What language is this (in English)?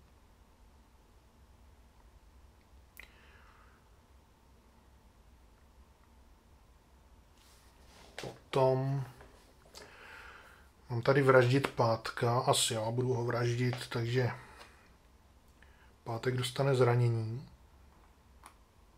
Czech